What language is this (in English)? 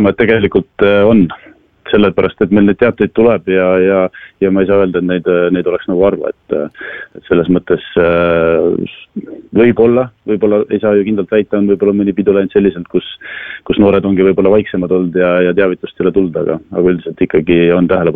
Estonian